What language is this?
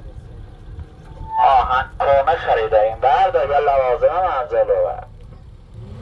Persian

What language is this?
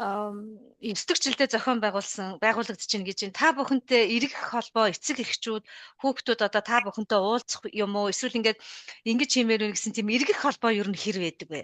Mongolian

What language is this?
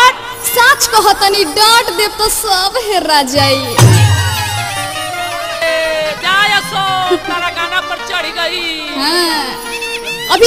Bhojpuri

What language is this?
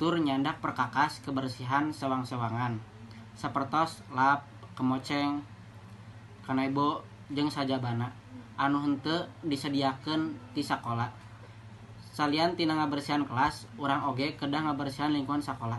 Sundanese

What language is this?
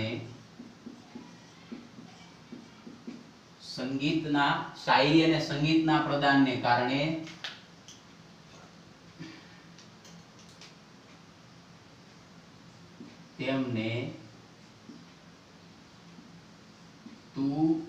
Gujarati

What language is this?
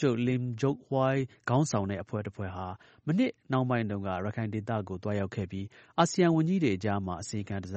Burmese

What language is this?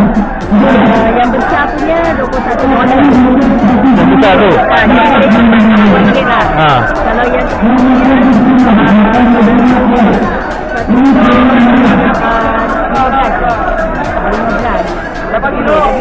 Malay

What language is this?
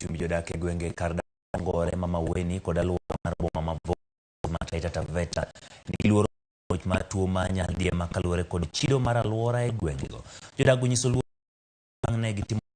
Luo (Kenya and Tanzania)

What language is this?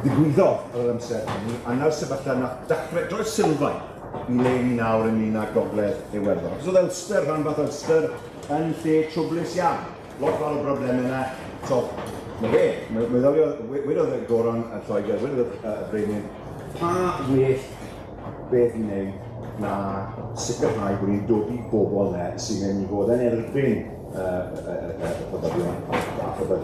Welsh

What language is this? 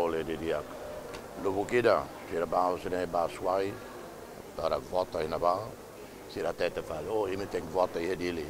Tetum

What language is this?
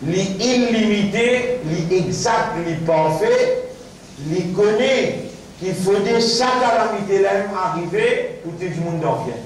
Morisyen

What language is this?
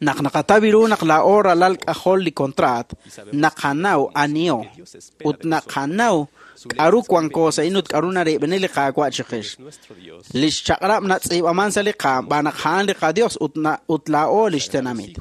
Kekchí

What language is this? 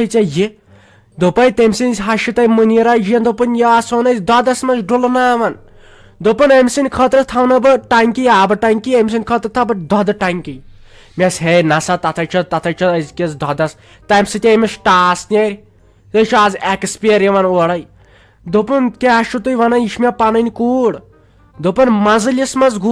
Kashmiri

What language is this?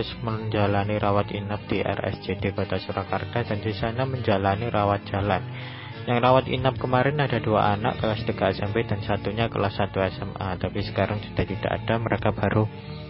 Indonesian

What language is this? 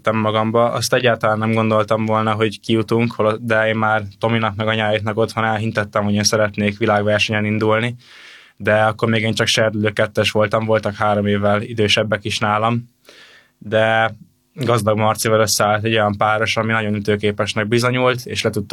Hungarian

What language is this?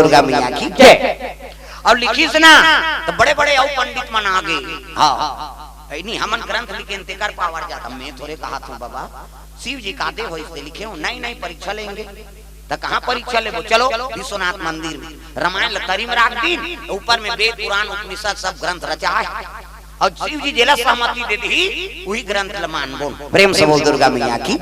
Chhattisgarhi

